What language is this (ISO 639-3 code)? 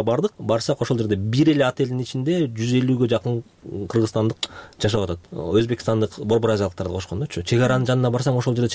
kir